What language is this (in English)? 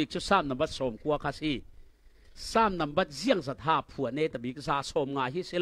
Falam Chin